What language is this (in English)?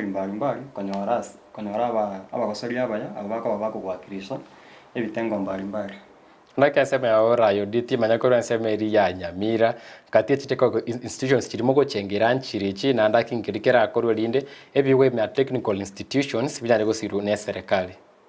Gusii